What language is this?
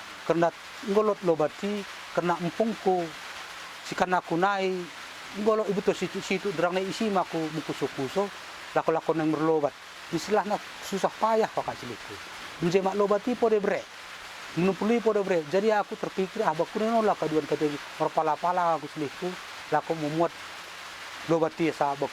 Batak Dairi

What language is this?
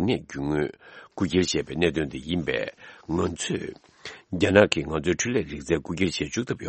Tibetan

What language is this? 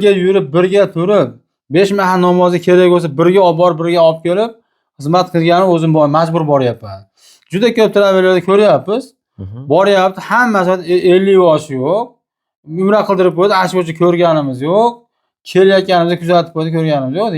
Uzbek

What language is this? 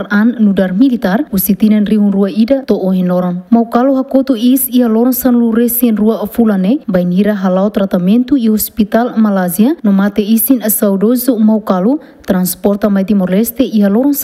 Tetum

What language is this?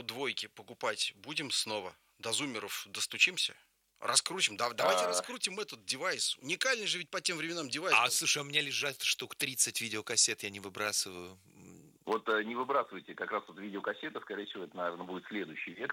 Russian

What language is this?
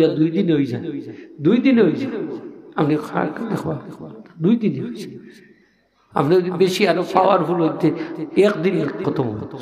Sylheti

